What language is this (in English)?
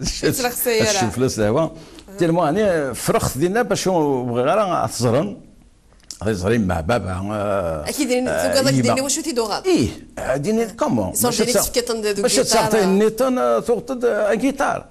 Kabyle